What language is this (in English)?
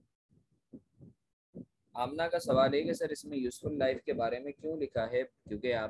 Hindi